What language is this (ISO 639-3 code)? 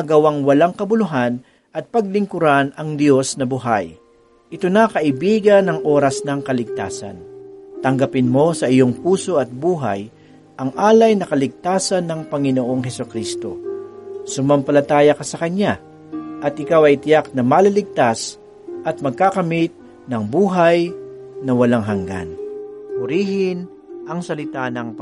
fil